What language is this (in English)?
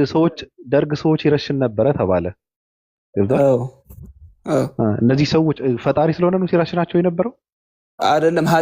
Amharic